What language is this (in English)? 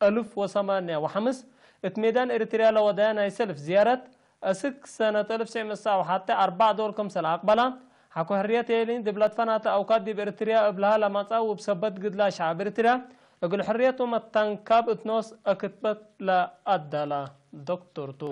Tigre